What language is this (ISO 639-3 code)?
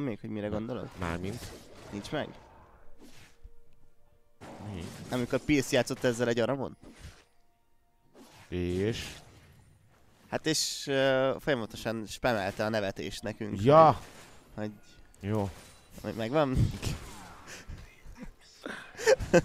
hun